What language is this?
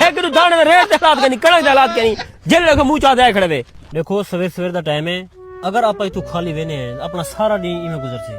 Saraiki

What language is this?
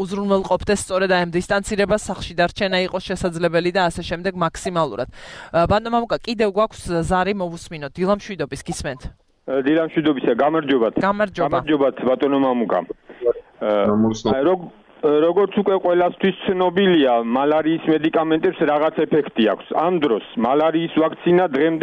Georgian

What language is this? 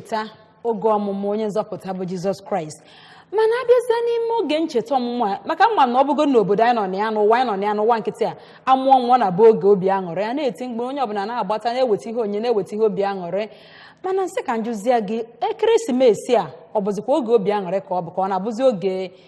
Igbo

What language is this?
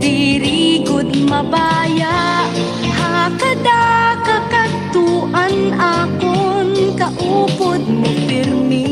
Waray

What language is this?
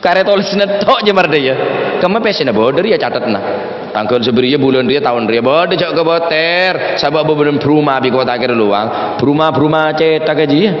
Madurese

